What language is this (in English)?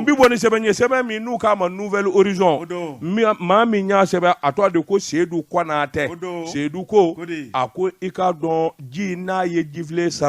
Bambara